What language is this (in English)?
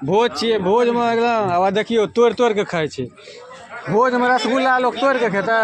Maithili